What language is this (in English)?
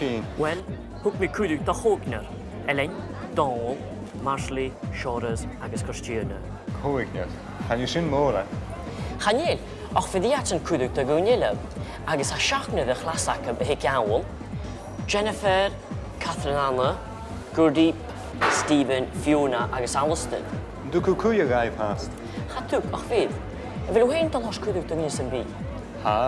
Scottish Gaelic